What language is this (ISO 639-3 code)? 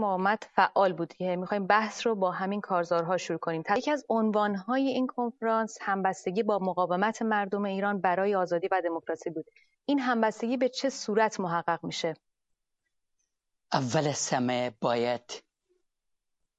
fas